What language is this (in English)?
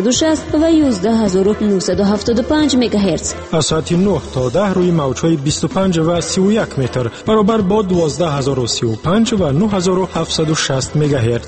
Persian